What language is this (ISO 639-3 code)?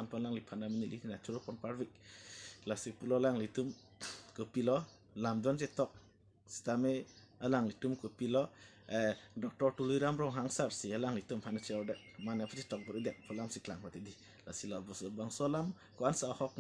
mjw